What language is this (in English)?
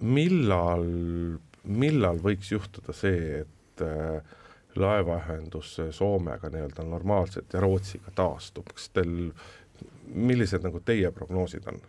Estonian